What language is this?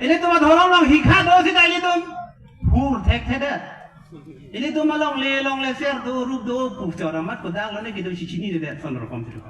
Karbi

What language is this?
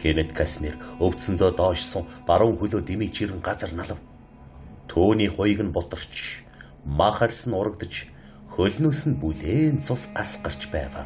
Mongolian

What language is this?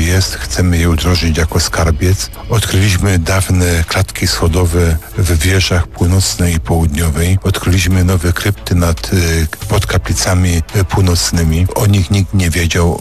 Polish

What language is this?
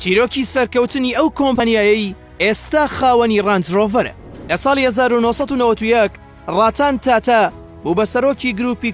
Central Kurdish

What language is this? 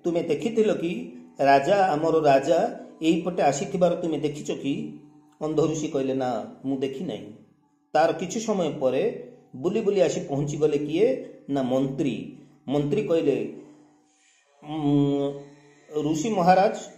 Odia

